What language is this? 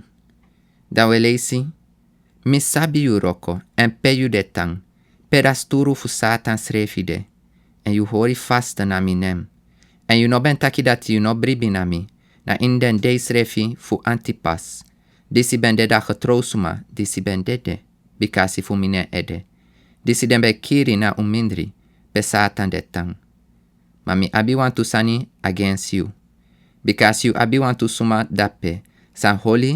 Sranan Tongo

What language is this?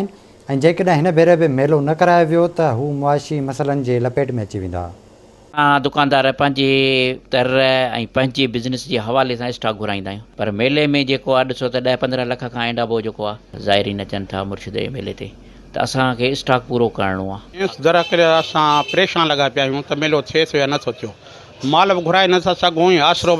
Sindhi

